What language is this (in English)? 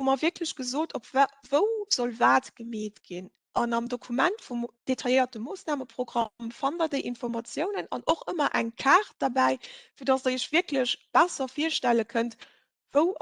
Luxembourgish